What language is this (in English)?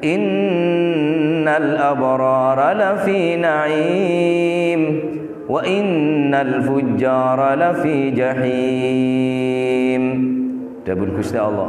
Madurese